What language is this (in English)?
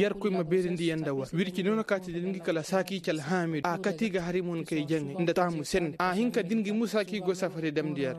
Koyraboro Senni